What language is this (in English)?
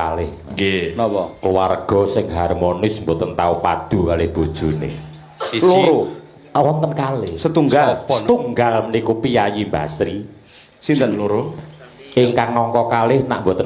Javanese